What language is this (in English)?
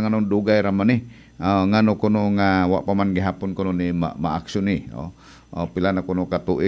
Cebuano